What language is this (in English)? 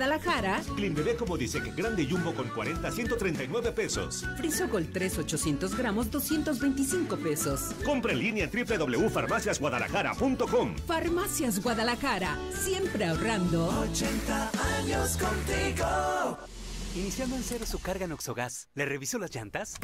Spanish